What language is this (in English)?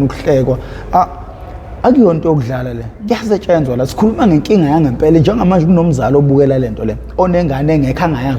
Zulu